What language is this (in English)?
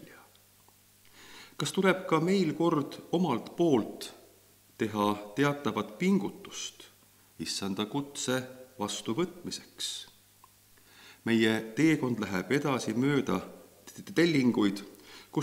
Estonian